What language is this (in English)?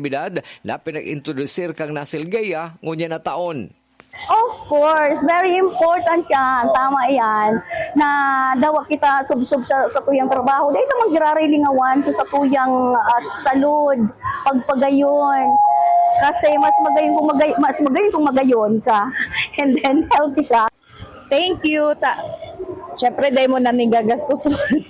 Bikol